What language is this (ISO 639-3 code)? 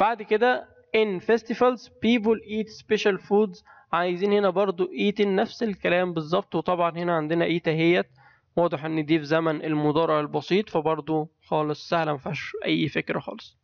arz